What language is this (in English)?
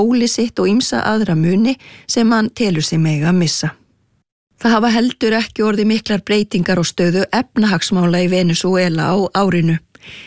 Icelandic